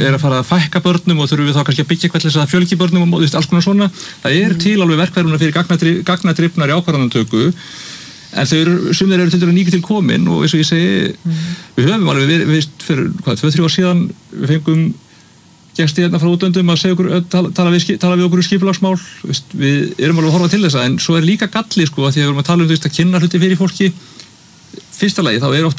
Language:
Icelandic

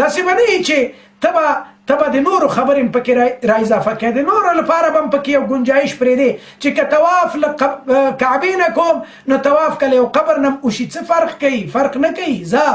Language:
Pashto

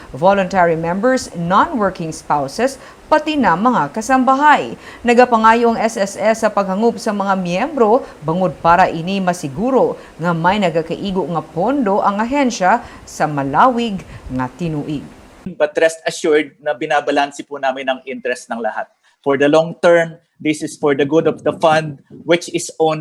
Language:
Hiligaynon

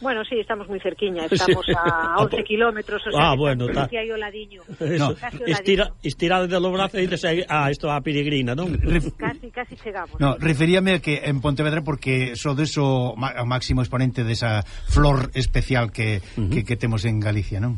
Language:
Galician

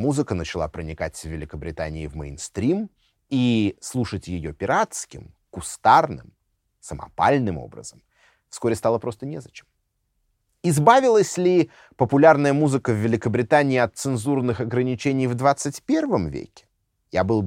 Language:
Russian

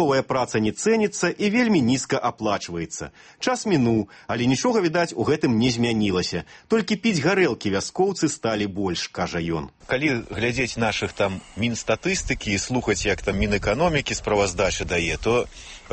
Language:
Belarusian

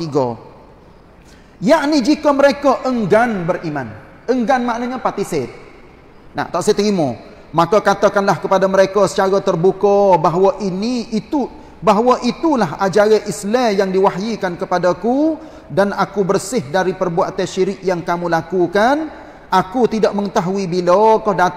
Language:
Malay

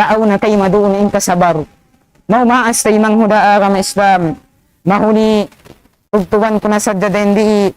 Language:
Tausug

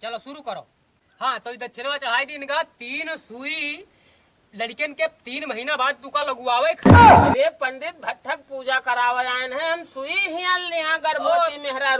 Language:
Awadhi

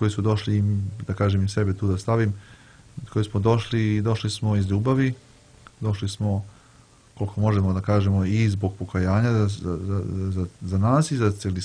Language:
Serbian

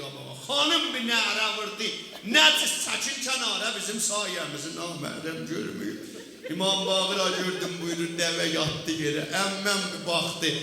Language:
South Azerbaijani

